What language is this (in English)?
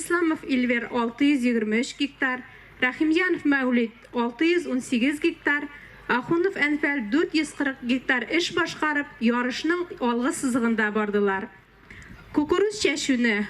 Tatar